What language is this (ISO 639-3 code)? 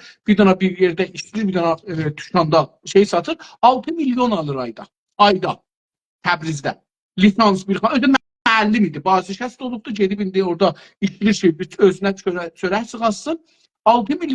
azb